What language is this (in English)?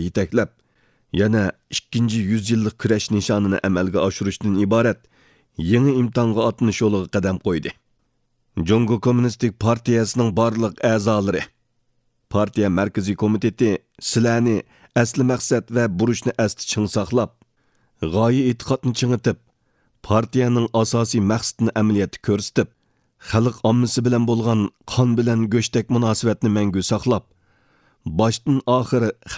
Uyghur